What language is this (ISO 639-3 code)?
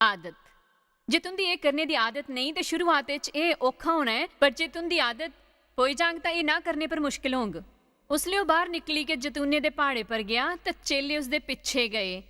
doi